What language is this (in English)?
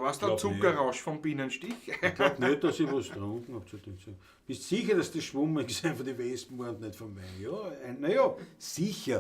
Bavarian